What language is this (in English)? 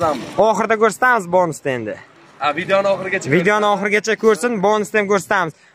Uzbek